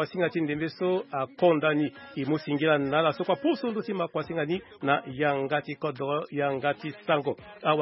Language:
Sango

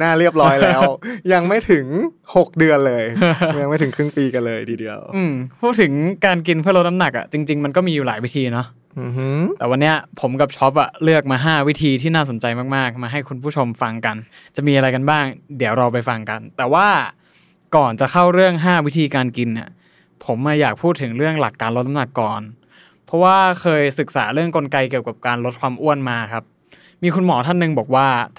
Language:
Thai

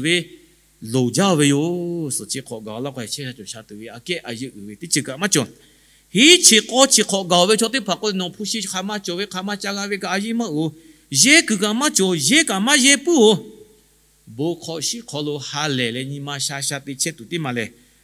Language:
Lahu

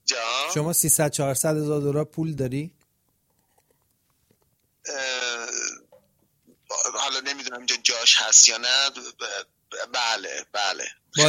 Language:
Persian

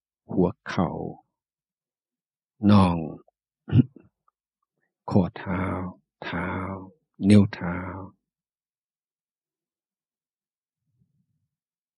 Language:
Thai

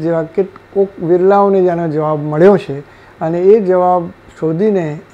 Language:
Gujarati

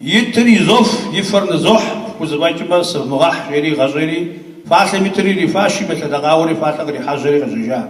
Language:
Kabardian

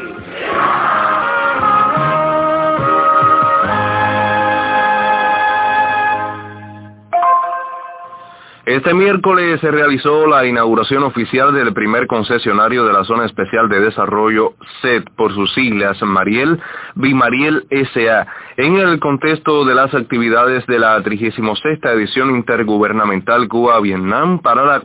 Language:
Spanish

